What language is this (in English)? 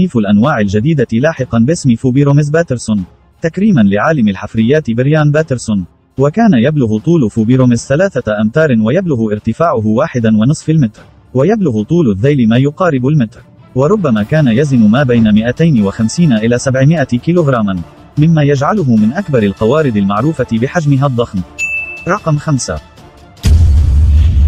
Arabic